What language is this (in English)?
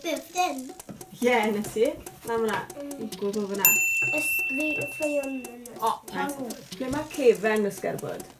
Welsh